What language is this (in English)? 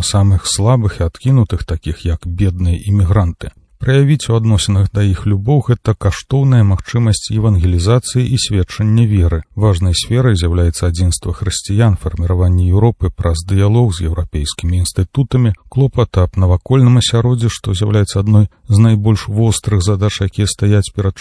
Belarusian